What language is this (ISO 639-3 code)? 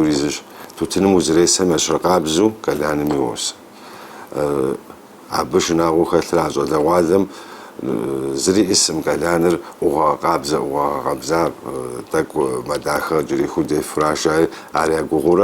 kbd